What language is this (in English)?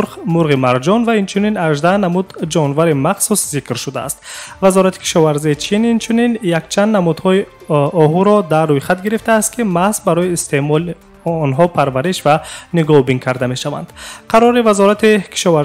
Tajik